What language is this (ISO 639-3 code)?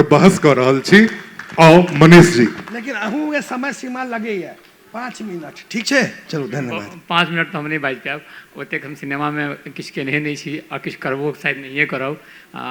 mai